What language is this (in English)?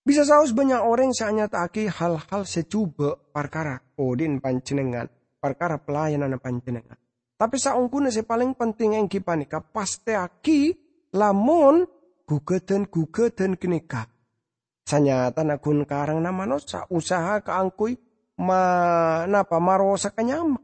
Madurese